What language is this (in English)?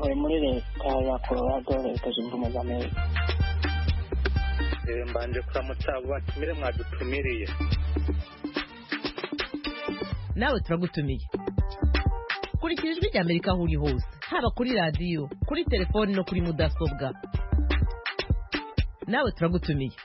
Kinyarwanda